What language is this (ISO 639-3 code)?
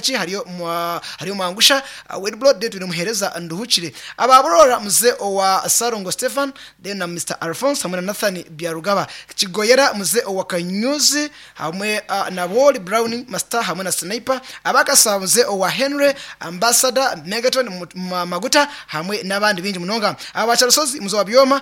nyn